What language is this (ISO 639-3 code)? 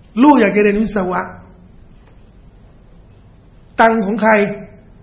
tha